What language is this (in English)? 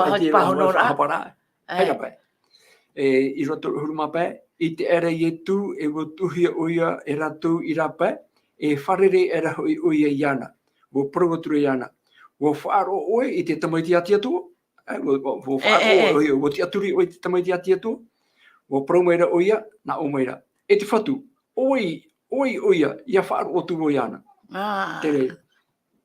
Tahitian